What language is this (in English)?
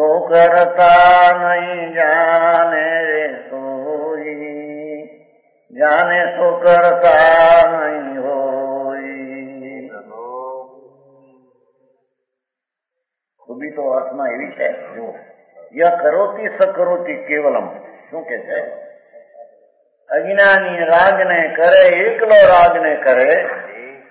Gujarati